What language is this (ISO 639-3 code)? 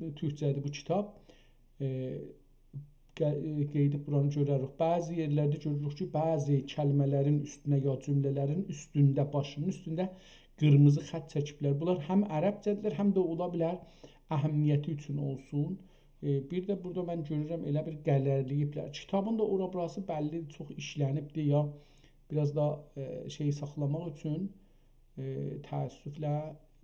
azb